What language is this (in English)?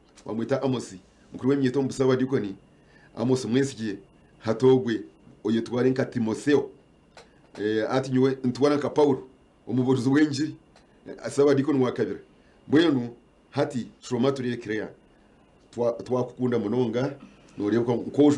Nyankole